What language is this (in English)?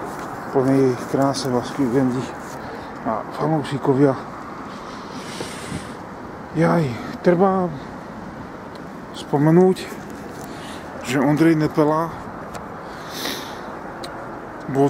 Slovak